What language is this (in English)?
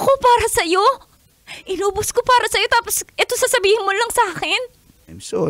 Filipino